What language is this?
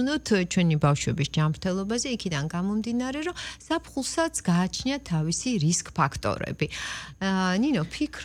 Georgian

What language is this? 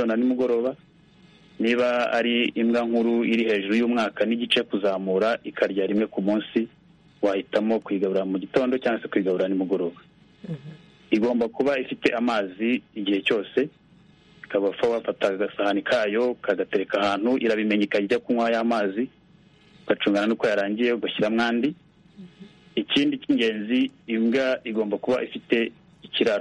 Kinyarwanda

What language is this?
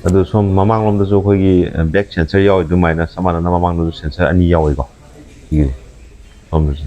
Manipuri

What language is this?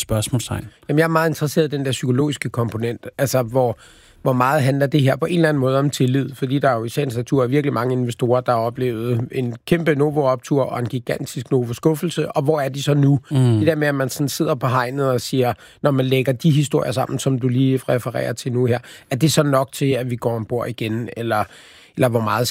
Danish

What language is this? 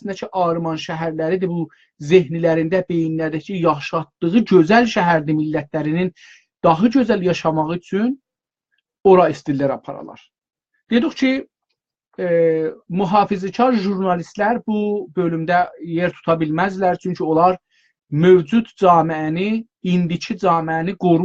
South Azerbaijani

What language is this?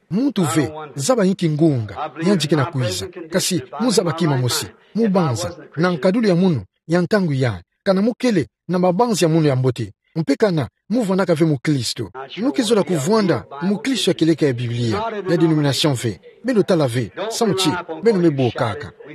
Kituba (Democratic Republic of Congo)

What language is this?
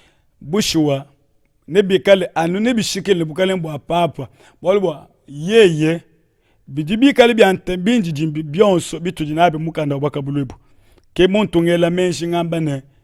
Luba-Lulua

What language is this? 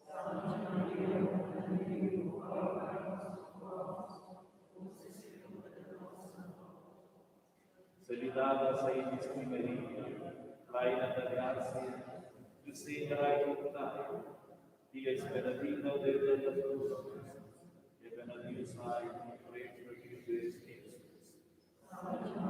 Romansh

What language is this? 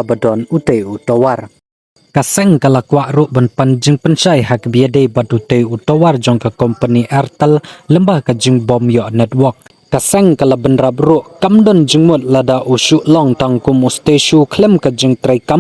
Khasi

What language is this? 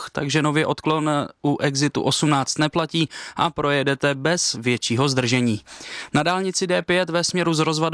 Czech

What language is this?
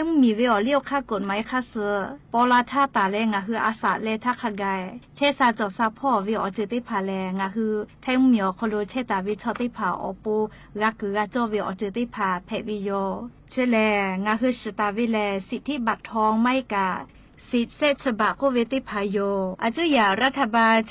Lahu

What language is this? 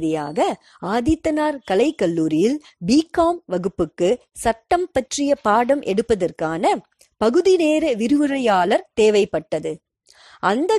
Tamil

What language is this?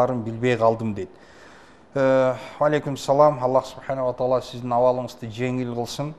Kyrgyz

